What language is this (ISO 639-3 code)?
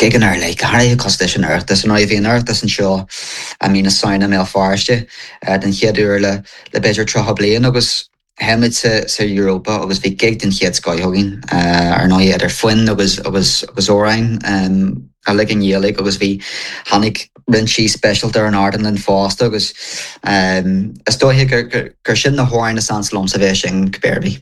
gle